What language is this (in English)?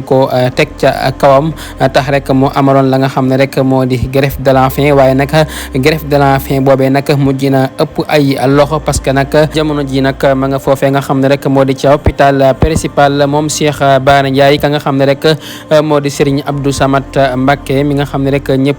Wolof